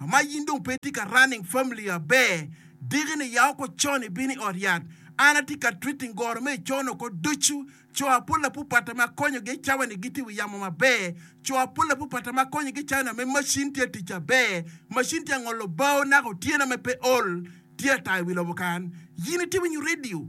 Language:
Acoli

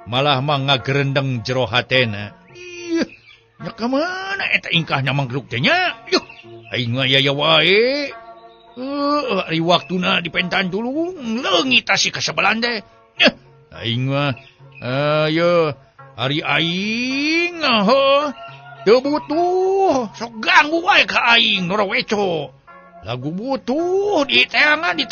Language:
Sundanese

